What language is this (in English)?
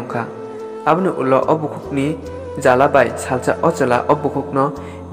Kok Borok